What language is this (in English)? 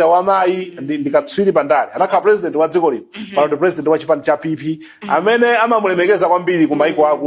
Nyanja